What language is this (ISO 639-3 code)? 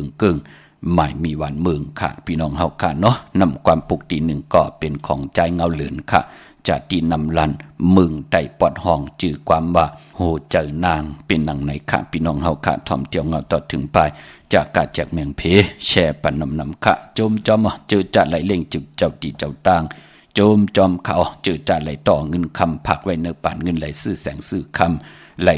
shn